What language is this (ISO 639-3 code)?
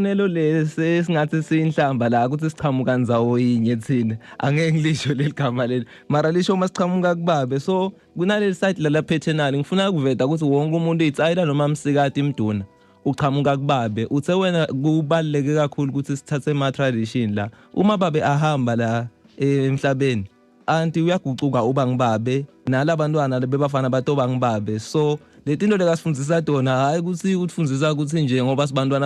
zul